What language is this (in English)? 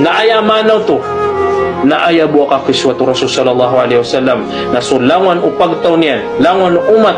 Maranao